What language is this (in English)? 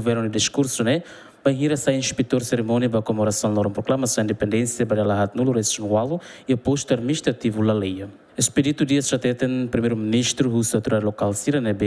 Tetum